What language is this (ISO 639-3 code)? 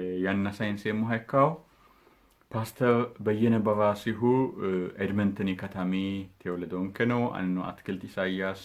sid